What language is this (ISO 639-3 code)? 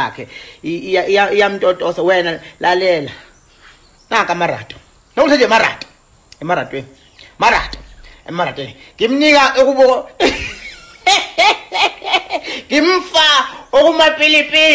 zul